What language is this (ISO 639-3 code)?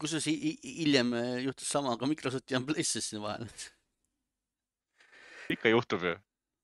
est